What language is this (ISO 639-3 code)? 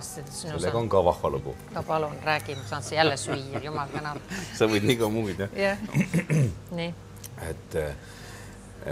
est